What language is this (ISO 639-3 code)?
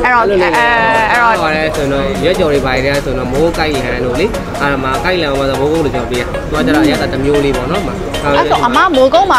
mya